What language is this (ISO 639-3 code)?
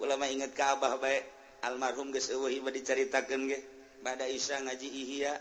sun